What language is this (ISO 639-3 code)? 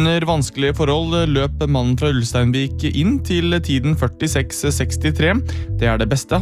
nor